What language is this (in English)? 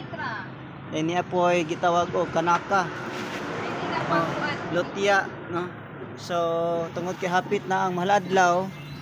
Cebuano